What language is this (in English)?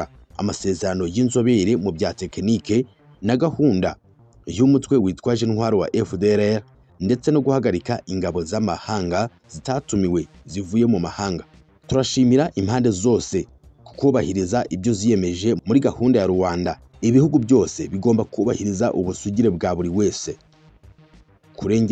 Kinyarwanda